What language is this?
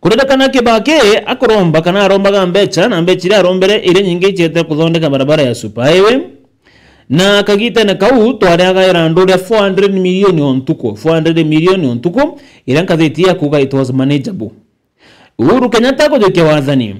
Meru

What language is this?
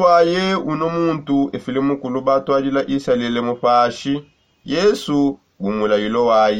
Songe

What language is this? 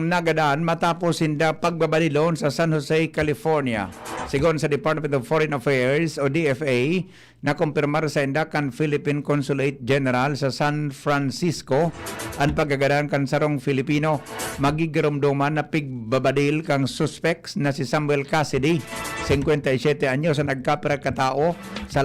Bikol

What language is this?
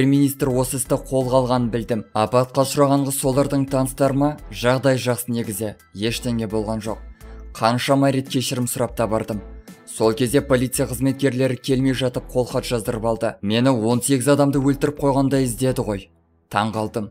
Kazakh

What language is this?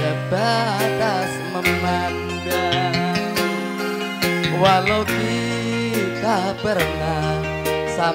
Indonesian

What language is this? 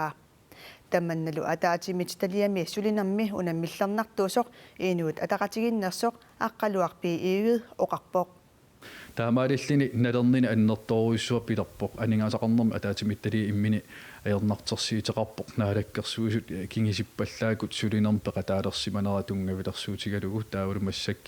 Kalaallisut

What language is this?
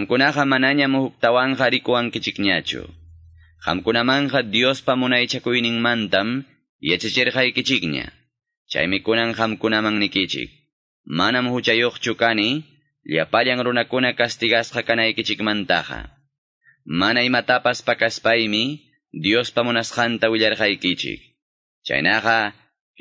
Quechua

